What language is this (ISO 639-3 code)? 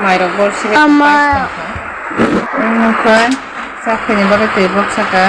trp